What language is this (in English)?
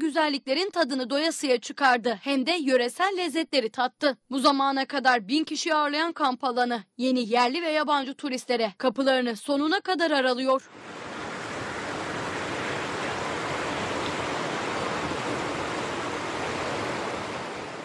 Turkish